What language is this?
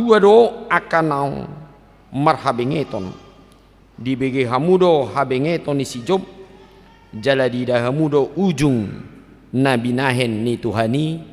Batak Toba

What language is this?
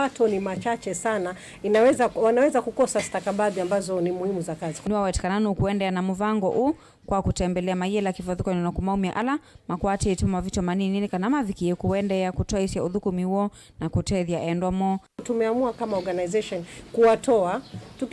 Kamba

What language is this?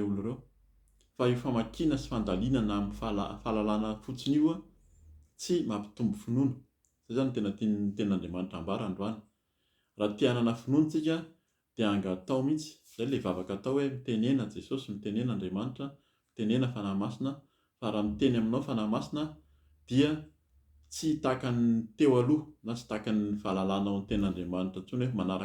Malagasy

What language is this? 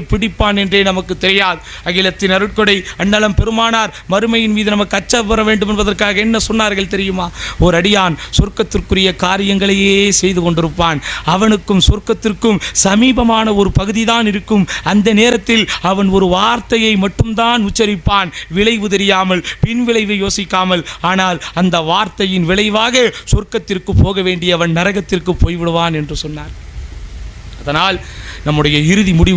Tamil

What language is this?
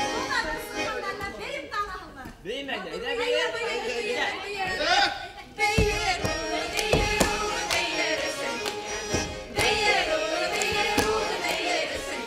Bashkir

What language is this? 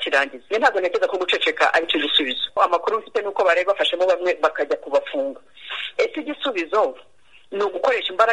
Kinyarwanda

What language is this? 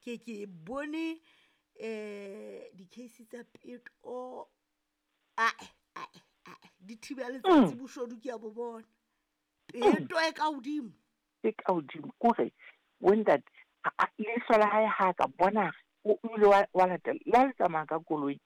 Southern Sotho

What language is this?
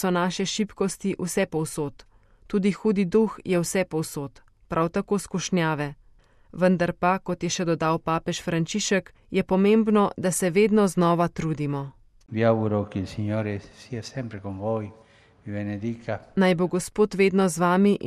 Slovenian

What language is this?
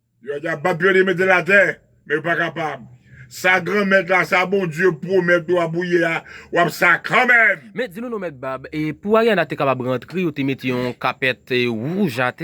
Haitian Creole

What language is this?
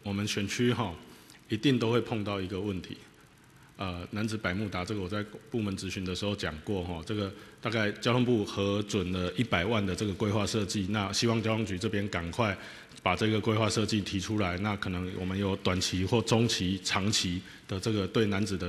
Chinese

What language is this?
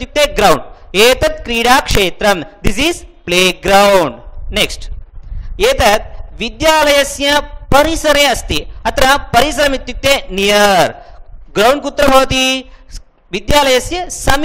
Sanskrit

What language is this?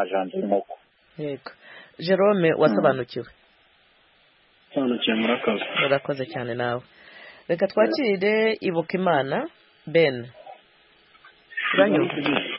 Kinyarwanda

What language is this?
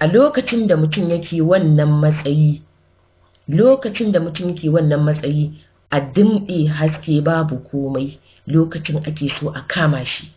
Hausa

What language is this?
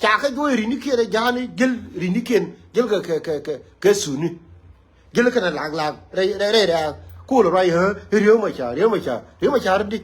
Nuer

